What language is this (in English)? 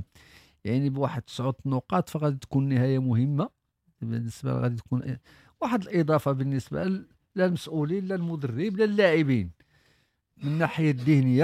Moroccan Arabic